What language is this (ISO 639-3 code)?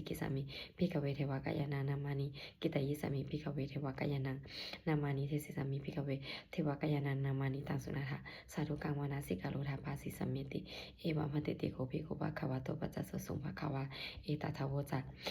pli